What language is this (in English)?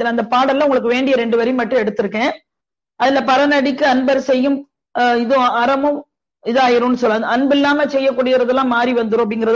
Tamil